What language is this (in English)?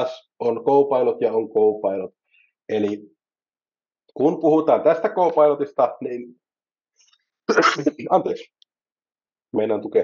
Finnish